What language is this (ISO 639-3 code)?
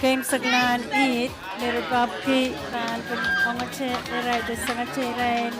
pon